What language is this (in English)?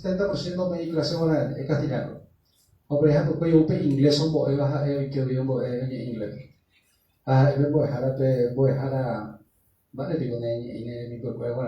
Guarani